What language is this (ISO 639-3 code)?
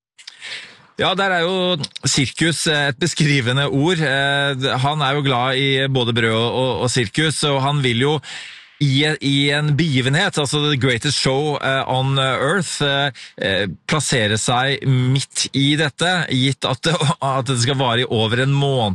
nor